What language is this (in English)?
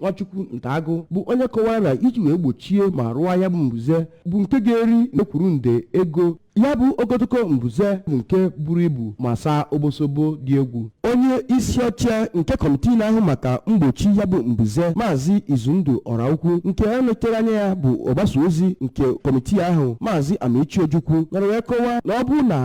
Igbo